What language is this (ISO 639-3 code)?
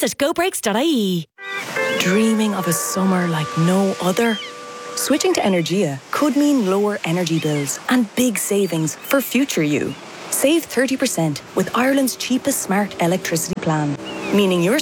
eng